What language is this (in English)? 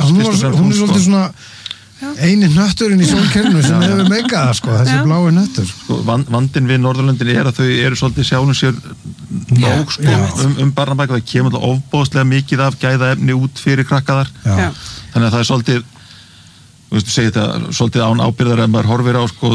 Icelandic